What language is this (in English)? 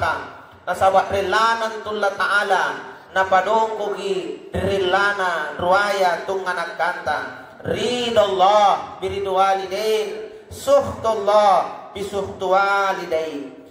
Makasar